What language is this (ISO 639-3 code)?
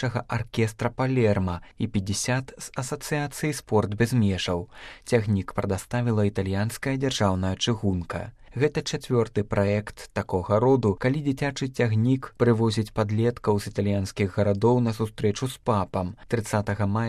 bel